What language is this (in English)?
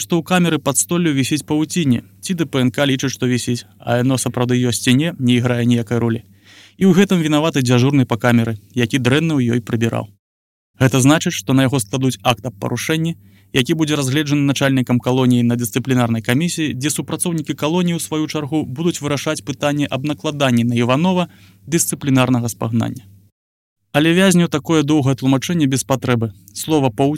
Belarusian